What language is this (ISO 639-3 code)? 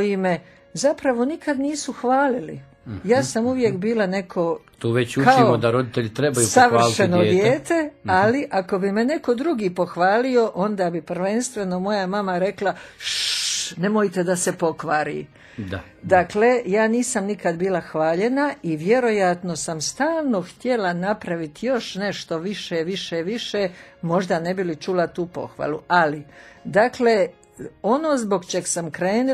hrv